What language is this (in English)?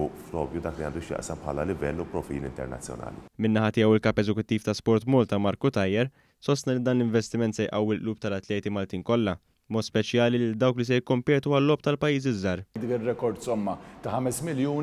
Maltese